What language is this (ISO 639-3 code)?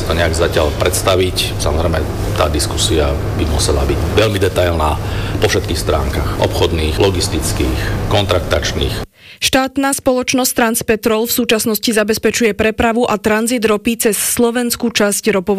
slk